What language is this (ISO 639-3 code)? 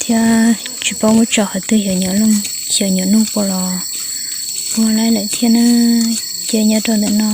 hmn